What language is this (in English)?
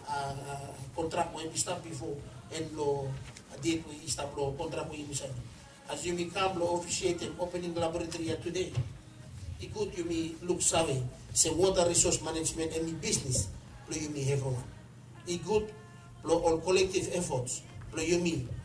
Bislama